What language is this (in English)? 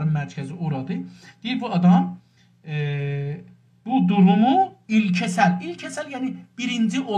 South Azerbaijani